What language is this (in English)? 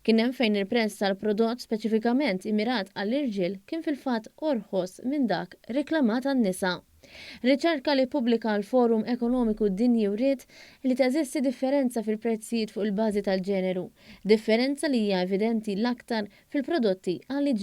Maltese